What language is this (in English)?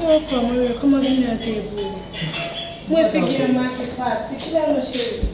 Haitian Creole